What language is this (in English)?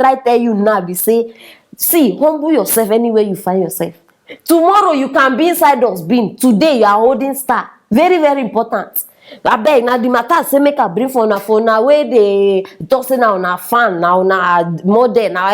Nigerian Pidgin